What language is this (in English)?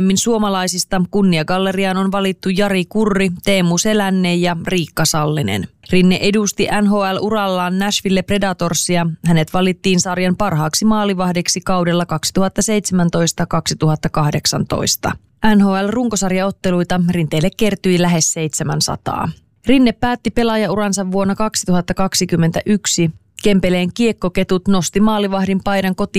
Finnish